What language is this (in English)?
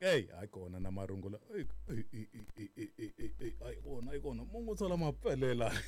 Tsonga